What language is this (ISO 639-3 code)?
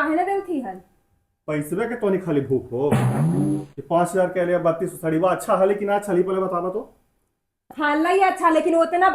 mag